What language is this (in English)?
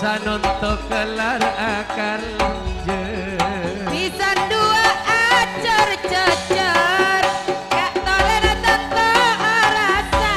Madurese